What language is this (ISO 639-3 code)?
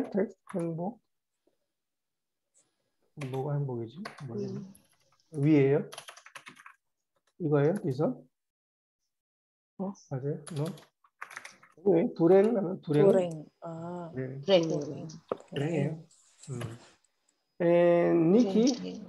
kor